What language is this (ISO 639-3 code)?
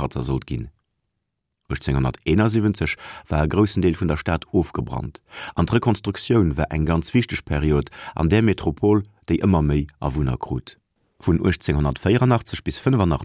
ltz